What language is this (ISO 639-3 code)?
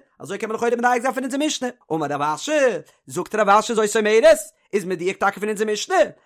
yid